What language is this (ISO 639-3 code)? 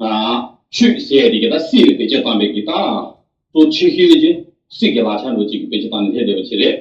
bod